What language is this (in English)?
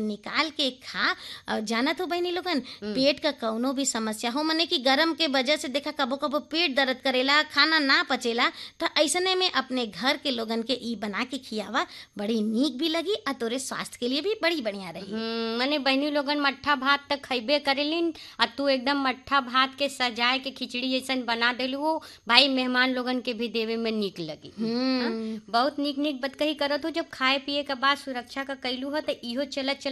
Bhojpuri